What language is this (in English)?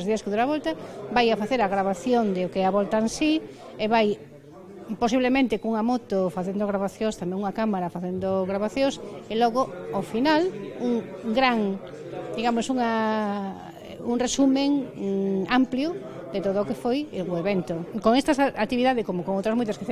Galician